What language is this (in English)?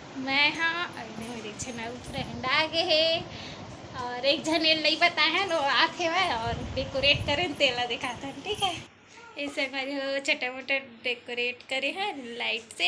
Chhattisgarhi